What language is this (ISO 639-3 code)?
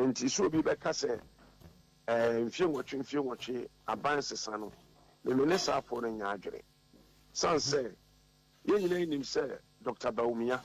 aka